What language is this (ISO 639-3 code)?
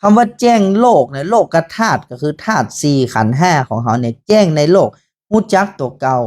nod